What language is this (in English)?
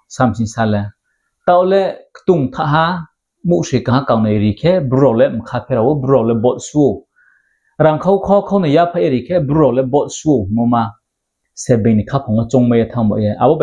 Riang (India)